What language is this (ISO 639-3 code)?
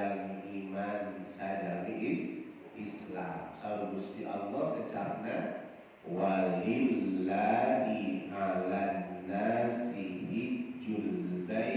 sun